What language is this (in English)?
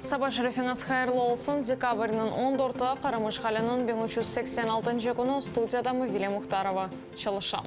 Crimean Tatar